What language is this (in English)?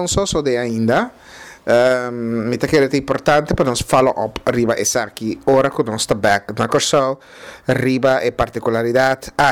Papiamento